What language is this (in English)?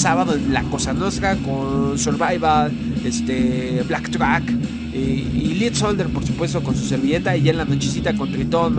Spanish